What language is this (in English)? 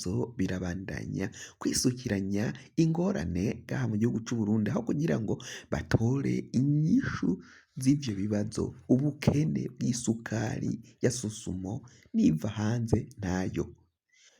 Rundi